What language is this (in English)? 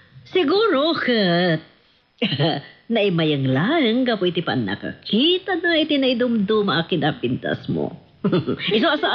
Iloko